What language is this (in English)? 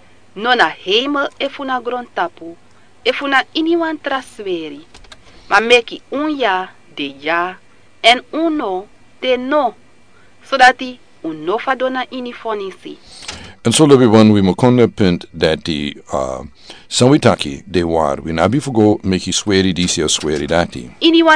Sranan Tongo